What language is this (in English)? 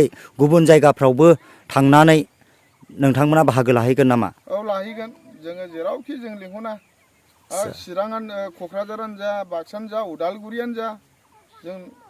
Bodo